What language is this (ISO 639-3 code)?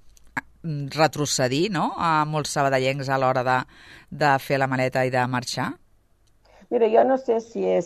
cat